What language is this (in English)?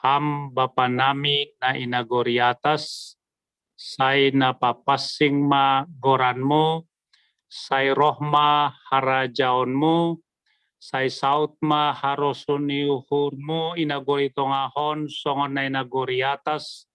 Batak Simalungun